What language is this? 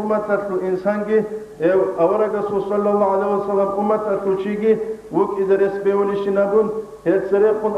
Avaric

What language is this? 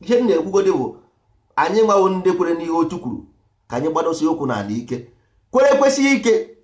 Igbo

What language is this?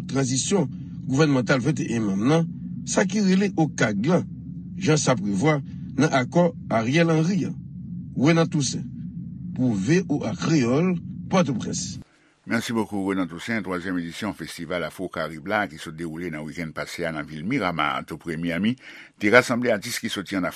Haitian Creole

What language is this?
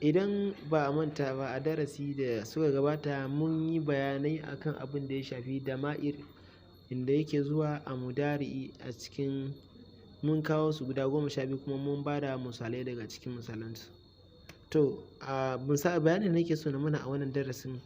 Hausa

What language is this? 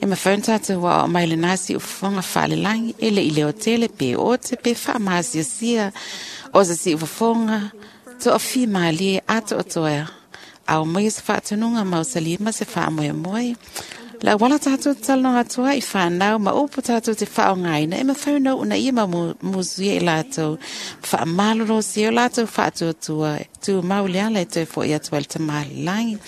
Samoan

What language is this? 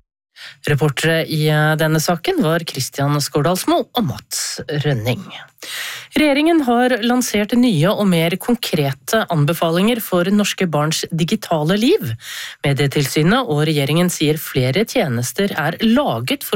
Norwegian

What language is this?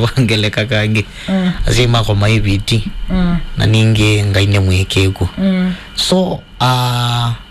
Kamba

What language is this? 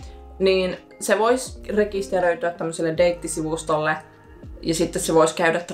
Finnish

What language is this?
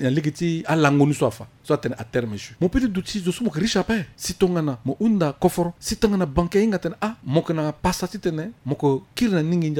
Sango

